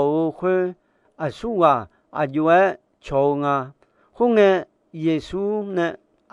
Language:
Akha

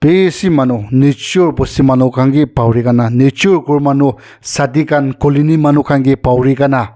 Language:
Naga Pidgin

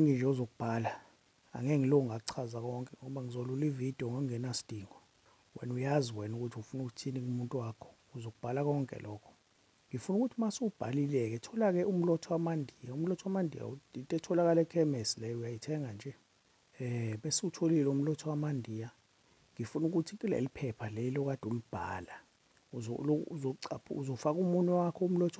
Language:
Zulu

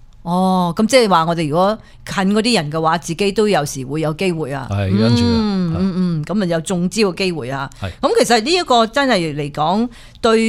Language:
Cantonese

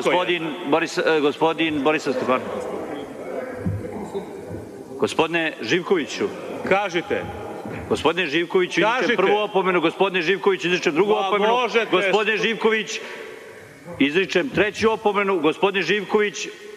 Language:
Serbian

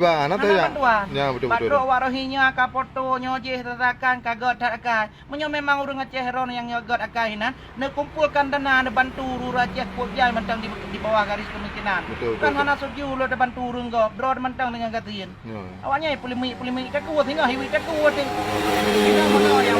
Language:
Achinese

